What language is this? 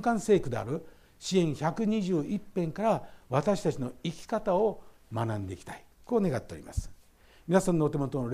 Japanese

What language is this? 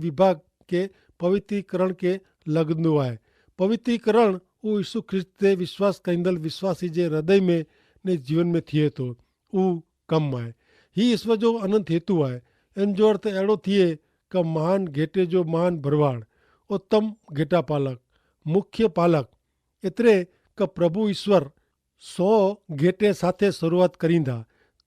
Kachhi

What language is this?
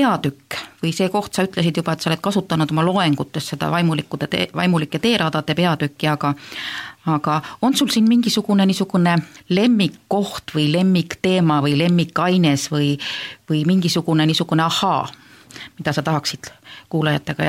Estonian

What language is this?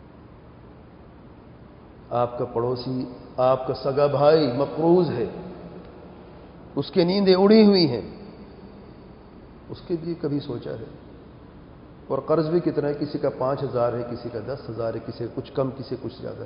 Urdu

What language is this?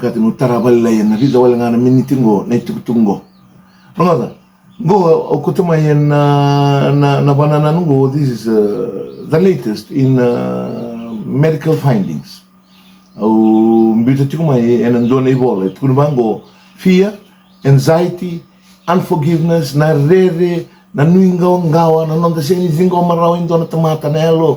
Fijian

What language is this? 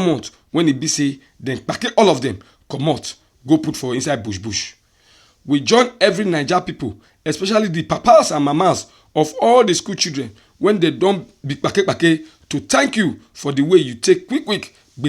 Nigerian Pidgin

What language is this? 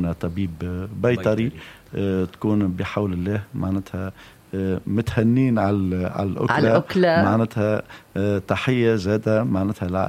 Tunisian Arabic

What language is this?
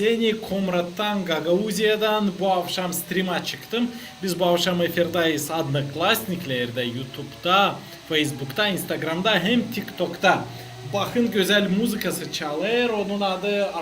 Gagauz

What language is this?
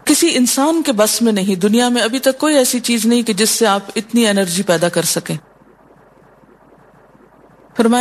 Urdu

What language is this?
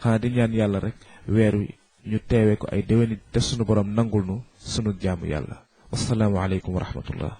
Wolof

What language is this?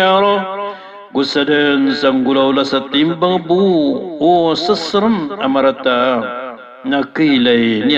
Maranao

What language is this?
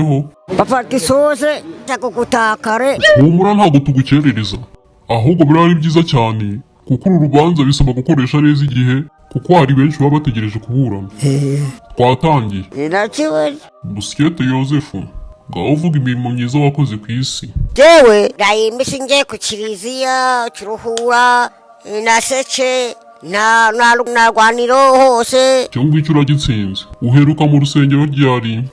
Kinyarwanda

